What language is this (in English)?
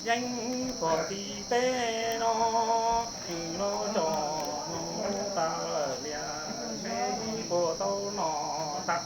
Hmong